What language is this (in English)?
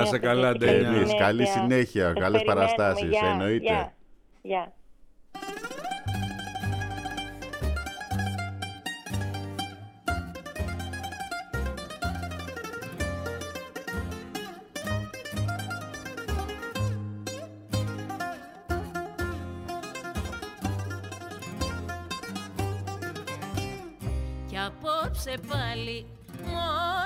Greek